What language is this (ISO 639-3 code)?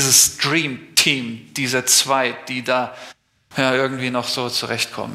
deu